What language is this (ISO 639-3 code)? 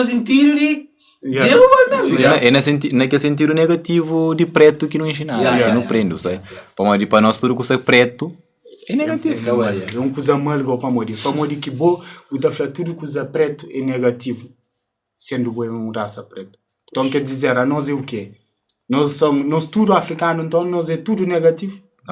kea